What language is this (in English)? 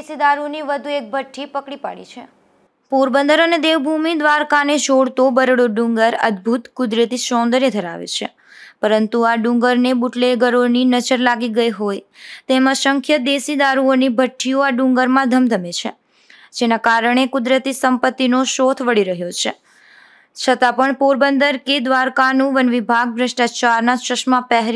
Gujarati